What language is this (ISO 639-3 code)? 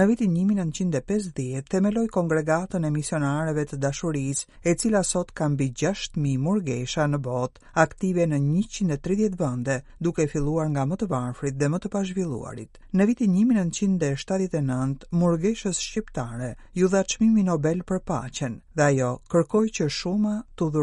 sqi